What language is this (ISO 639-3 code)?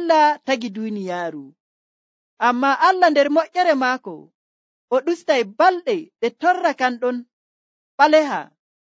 fuv